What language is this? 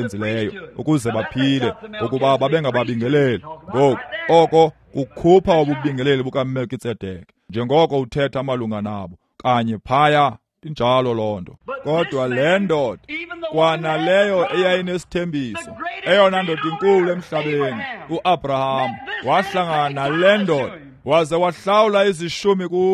Xhosa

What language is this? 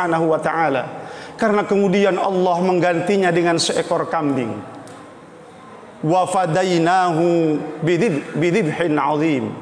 Indonesian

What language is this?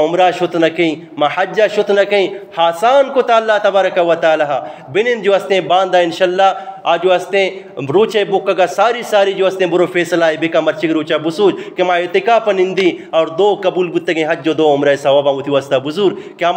Eastern Balochi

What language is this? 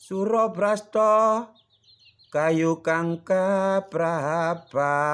Javanese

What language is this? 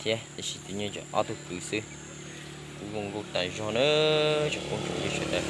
Hmong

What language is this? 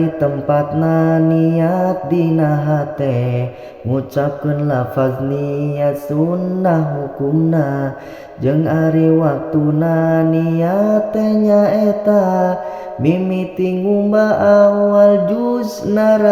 Sundanese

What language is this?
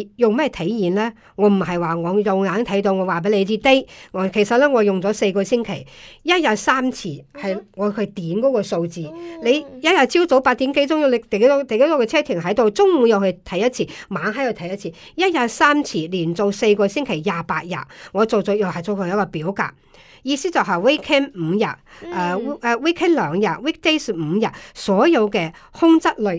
Cantonese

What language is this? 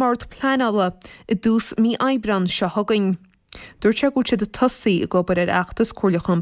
Irish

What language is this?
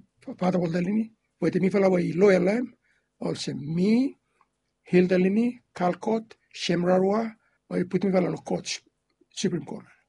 Bislama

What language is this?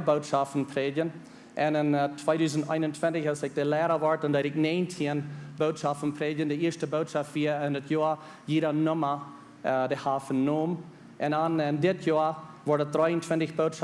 Plautdietsch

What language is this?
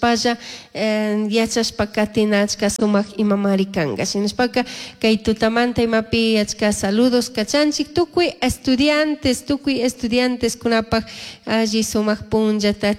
Chimborazo Highland Quichua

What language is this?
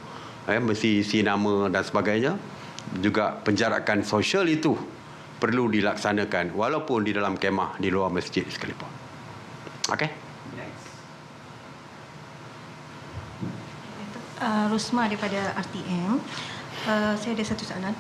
Malay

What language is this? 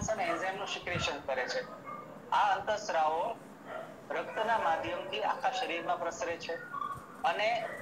Gujarati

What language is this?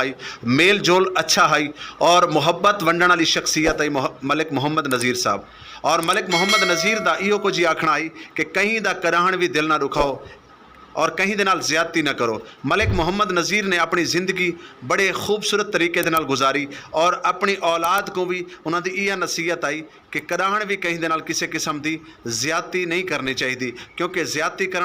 Western Panjabi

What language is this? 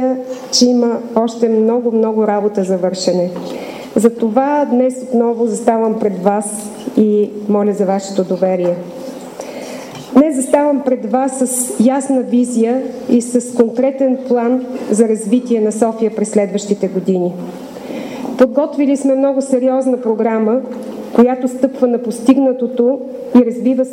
Bulgarian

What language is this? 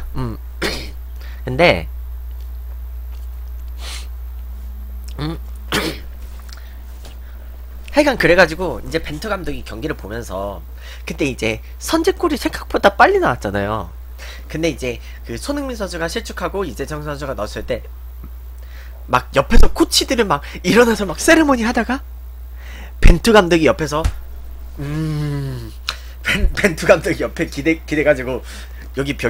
Korean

